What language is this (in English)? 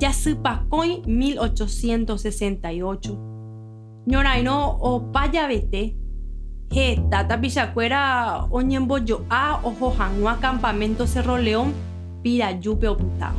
Guarani